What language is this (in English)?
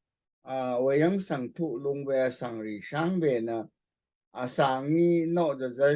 Rawang